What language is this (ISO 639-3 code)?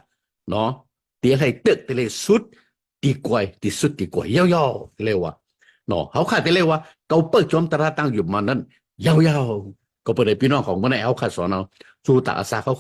shn